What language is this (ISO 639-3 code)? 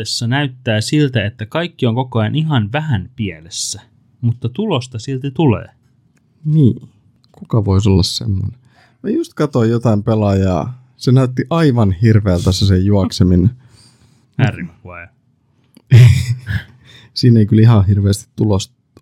fin